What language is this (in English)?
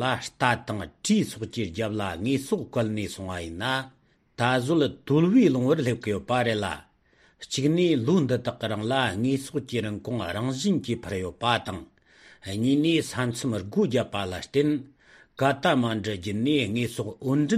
Tibetan